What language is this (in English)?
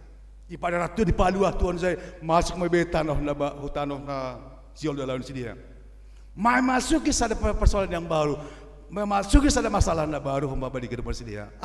Batak Simalungun